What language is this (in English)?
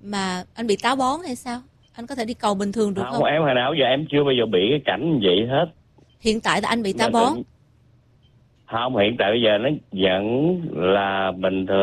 Vietnamese